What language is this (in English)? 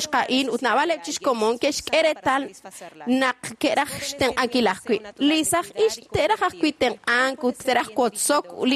Kekchí